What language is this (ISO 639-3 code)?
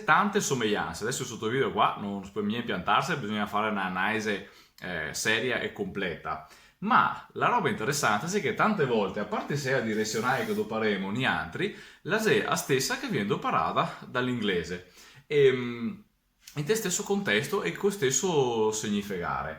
vec